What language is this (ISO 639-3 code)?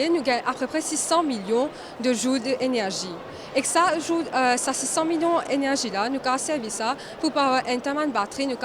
mfe